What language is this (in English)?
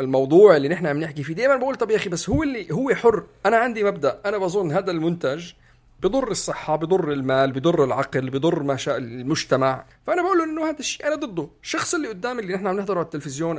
North Levantine Arabic